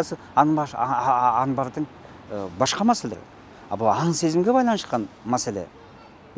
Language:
Kyrgyz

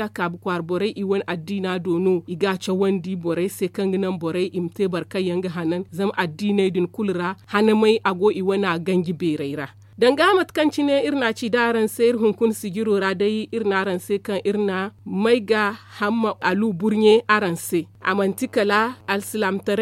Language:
Zarma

